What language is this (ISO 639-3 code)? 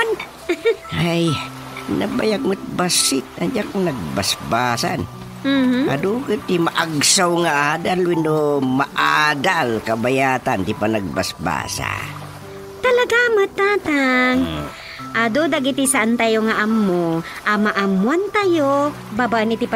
ilo